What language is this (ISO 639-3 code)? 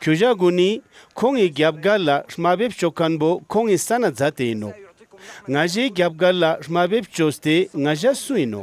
lbj